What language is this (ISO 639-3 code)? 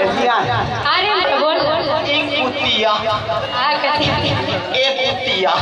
hne